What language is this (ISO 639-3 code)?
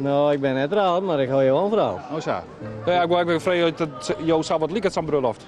fry